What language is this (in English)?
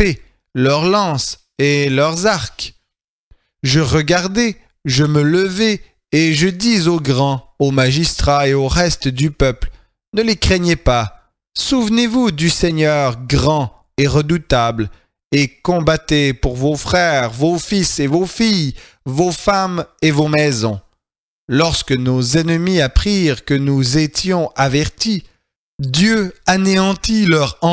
French